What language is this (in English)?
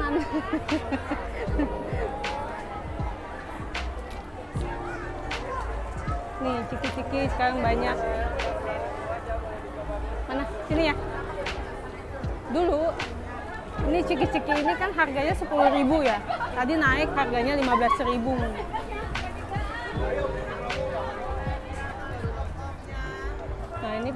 Indonesian